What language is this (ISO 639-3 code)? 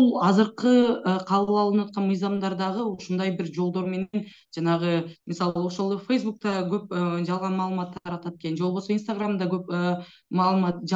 kir